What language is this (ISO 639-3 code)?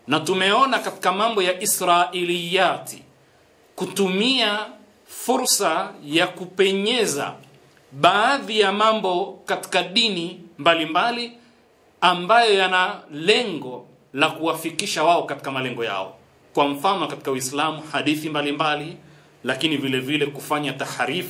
swa